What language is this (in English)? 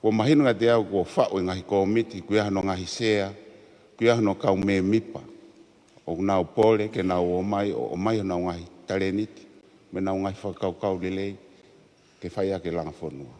Tongan